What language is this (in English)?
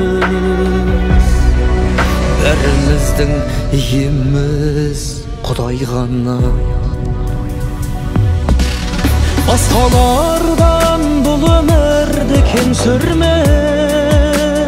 Kazakh